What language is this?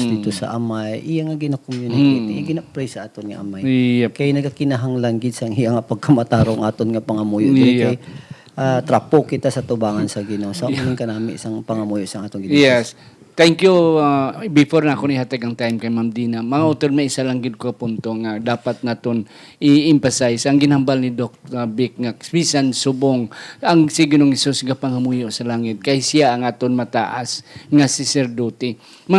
Hiligaynon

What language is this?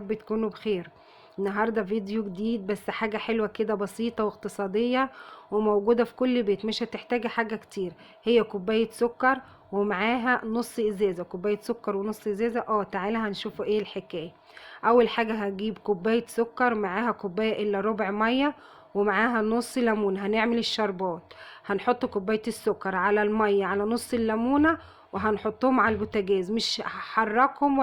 Egyptian Arabic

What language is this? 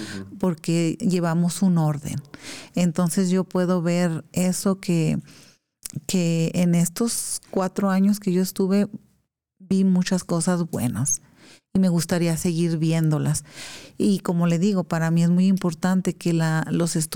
Spanish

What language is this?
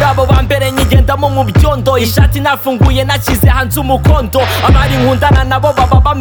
Kinyarwanda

